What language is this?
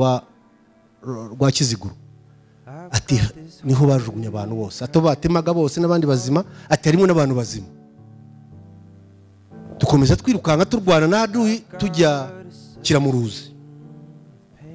Kinyarwanda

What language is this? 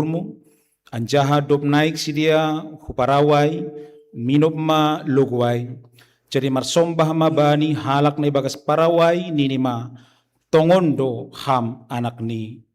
Batak Simalungun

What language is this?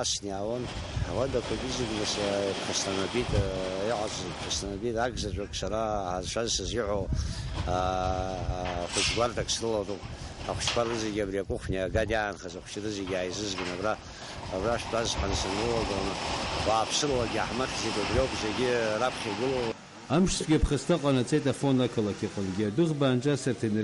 Abkhazian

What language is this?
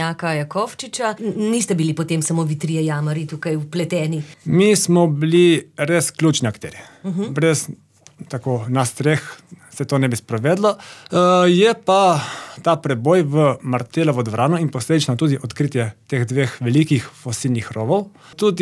Slovenian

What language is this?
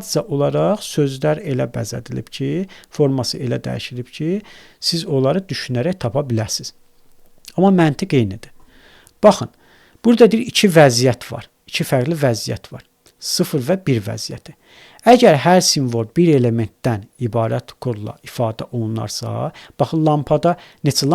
Azerbaijani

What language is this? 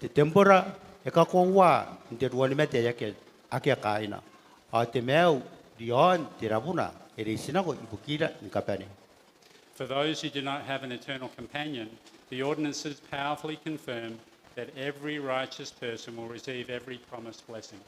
Gilbertese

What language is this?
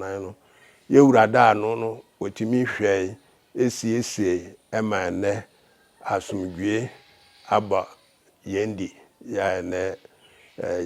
Akan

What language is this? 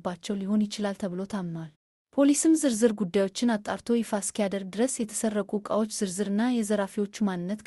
Amharic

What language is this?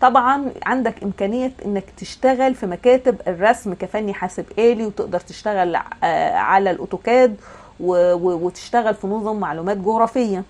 Egyptian Arabic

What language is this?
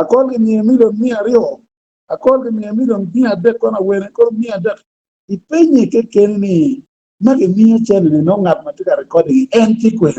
Acoli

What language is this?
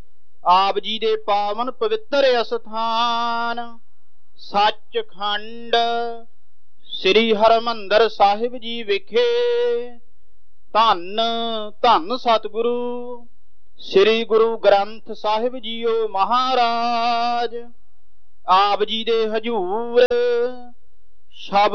Punjabi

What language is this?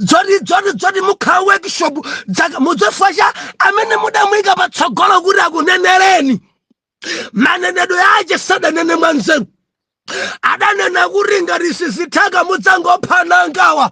Nyanja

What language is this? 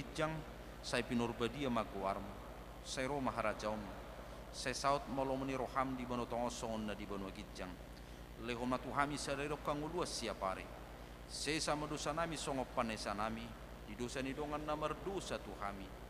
Batak Toba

